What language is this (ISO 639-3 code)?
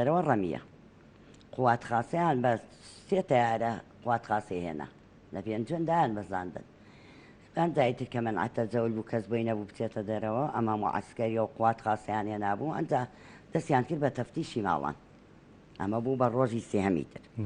ckb